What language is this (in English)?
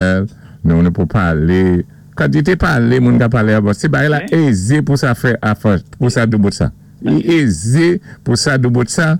Saint Lucian Creole French